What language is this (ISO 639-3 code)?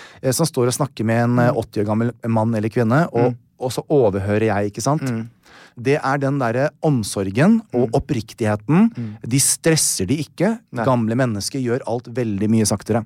nor